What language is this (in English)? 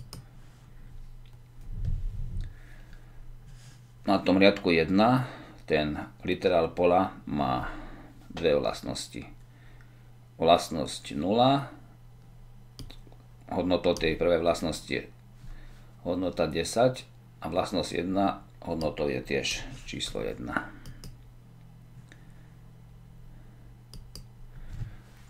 Slovak